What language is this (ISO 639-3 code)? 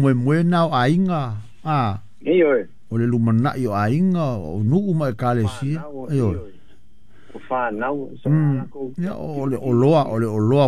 smo